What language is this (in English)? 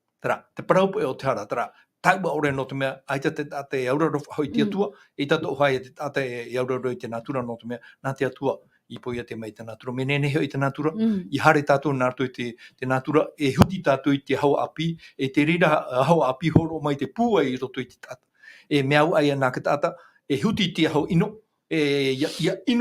Tahitian